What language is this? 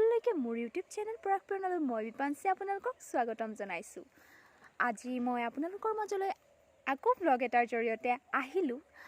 Assamese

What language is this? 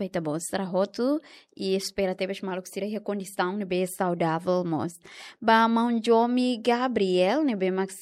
Tetum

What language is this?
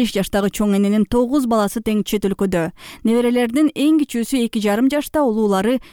Kyrgyz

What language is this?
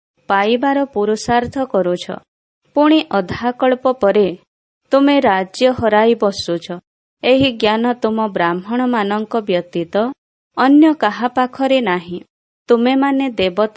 Odia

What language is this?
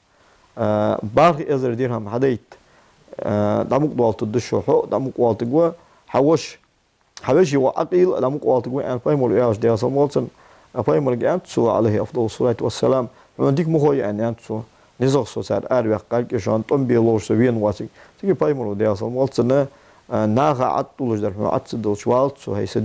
Ingush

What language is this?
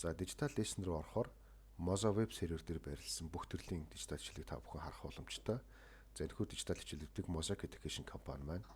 Mongolian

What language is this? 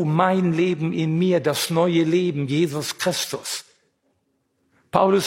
German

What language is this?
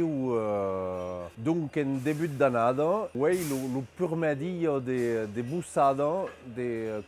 Occitan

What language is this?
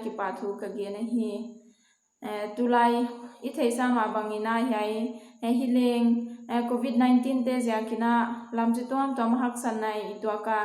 Paite Chin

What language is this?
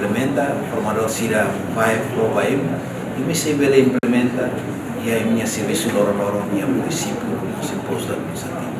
Tetum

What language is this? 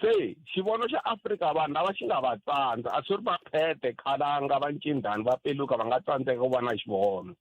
Tsonga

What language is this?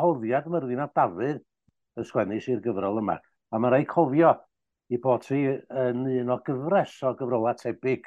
Welsh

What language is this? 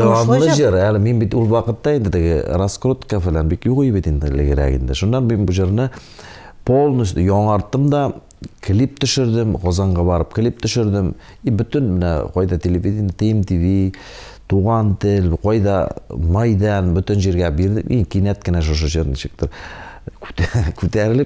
Tatar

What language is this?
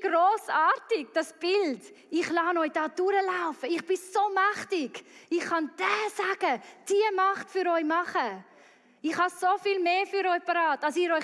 Swiss German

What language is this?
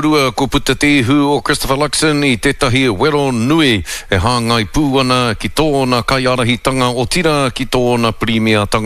Māori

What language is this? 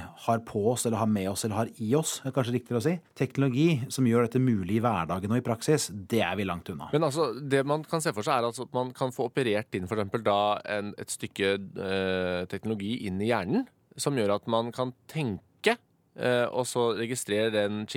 Norwegian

